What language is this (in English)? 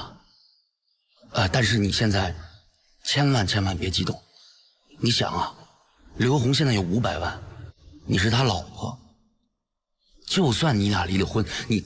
Chinese